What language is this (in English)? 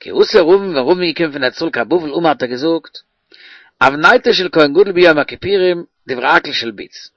Yiddish